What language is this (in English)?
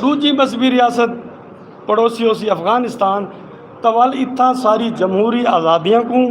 Saraiki